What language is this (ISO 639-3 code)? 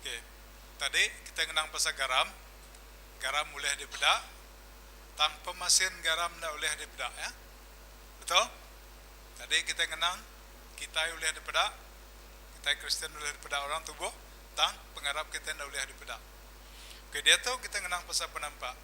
iba